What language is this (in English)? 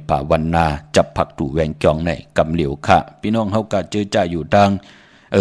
Shan